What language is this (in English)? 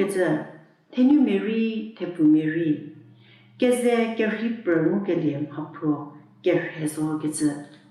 Angami Naga